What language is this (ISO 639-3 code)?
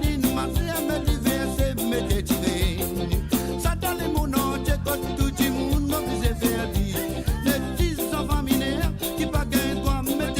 mfe